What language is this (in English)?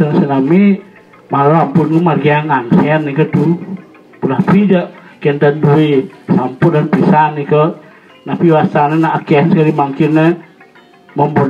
Balinese